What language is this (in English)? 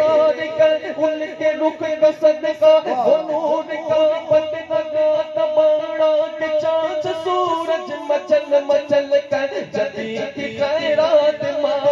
Urdu